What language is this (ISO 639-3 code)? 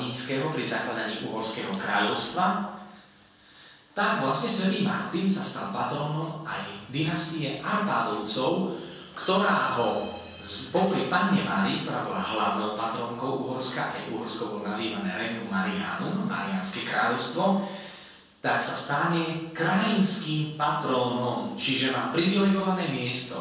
slk